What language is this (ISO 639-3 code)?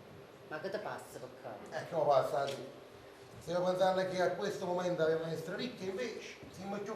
nap